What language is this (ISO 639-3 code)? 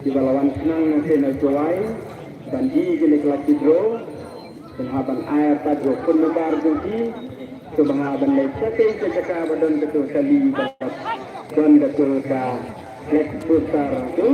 kha